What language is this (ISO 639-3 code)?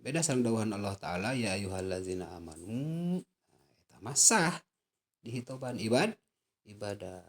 sun